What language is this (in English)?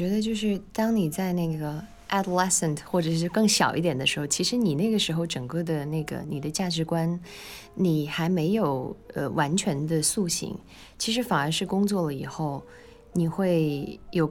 Chinese